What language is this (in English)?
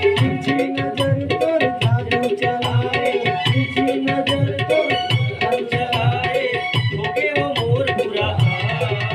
Chhattisgarhi